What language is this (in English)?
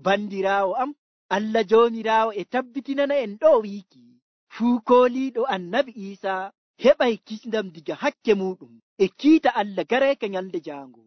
Nigerian Fulfulde